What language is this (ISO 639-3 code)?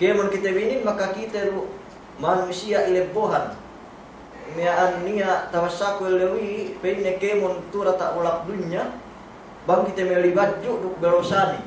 yka